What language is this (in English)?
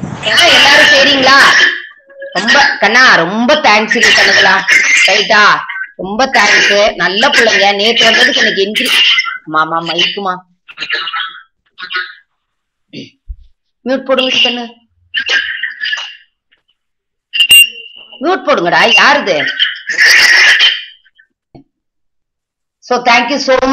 Tamil